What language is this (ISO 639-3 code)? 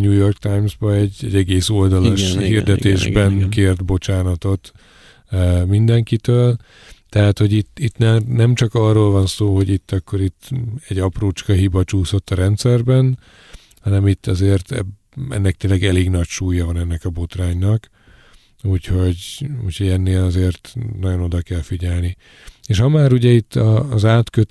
hun